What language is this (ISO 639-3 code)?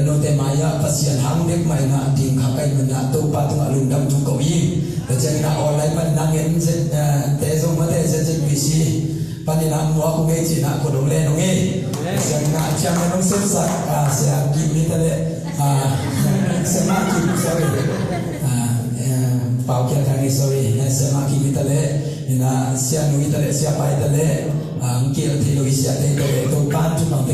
ctd